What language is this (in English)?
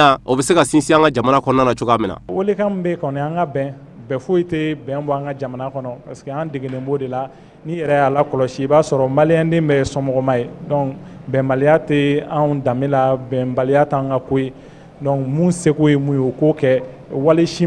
Bambara